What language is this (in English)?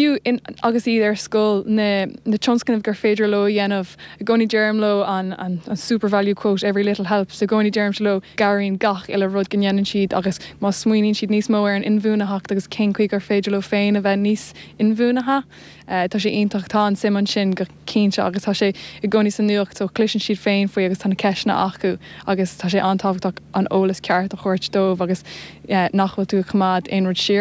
Irish